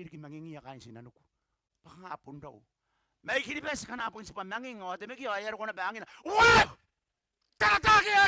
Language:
Gilbertese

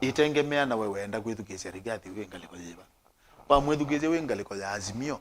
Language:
Kamba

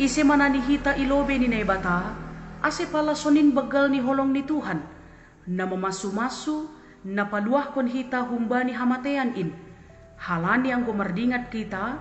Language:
Batak Simalungun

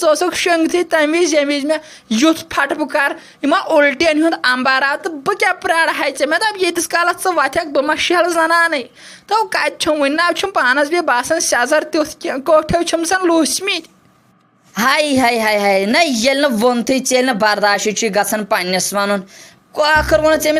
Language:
Kashmiri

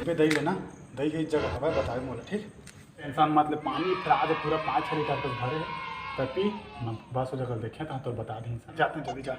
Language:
Chhattisgarhi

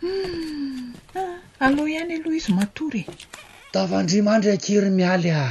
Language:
Malagasy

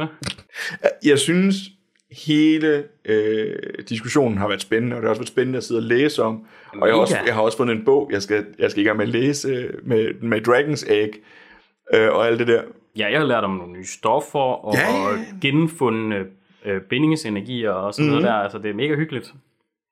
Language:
Danish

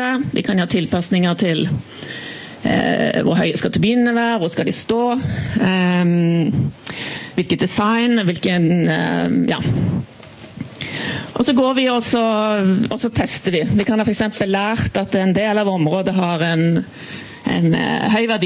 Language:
Norwegian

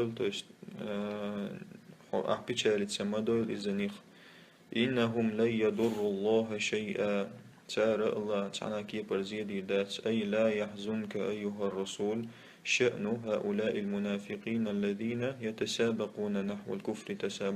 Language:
Chechen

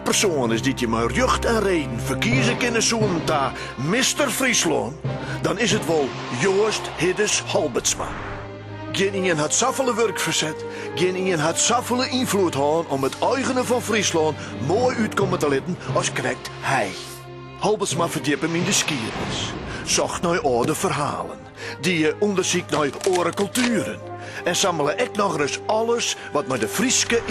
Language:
Western Frisian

